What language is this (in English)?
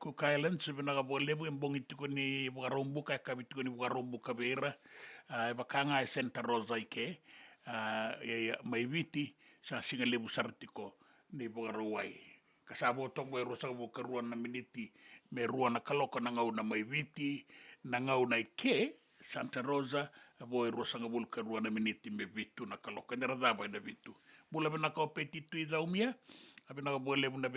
Fijian